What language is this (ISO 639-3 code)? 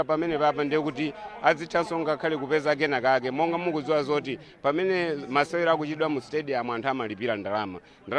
nya